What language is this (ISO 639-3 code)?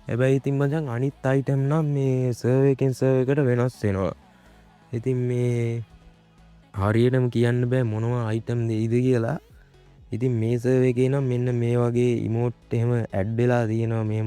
sin